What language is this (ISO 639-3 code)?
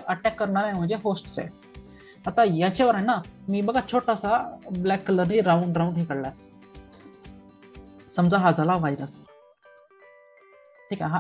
mar